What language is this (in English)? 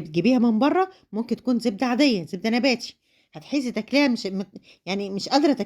Egyptian Arabic